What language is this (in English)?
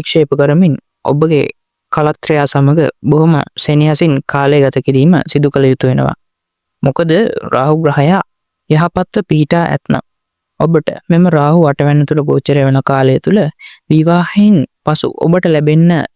Sinhala